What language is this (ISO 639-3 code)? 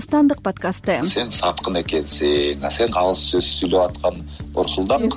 kir